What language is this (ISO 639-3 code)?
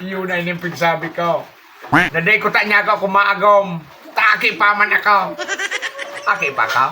bik